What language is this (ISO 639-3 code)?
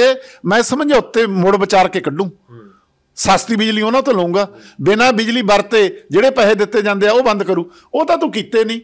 pan